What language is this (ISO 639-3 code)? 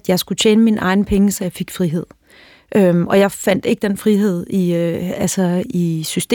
dan